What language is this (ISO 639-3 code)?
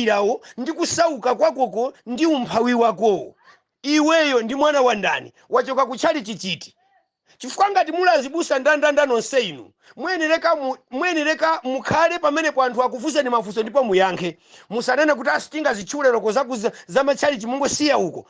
nya